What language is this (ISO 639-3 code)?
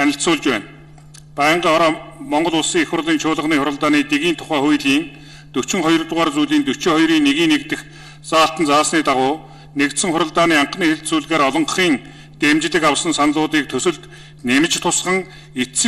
mon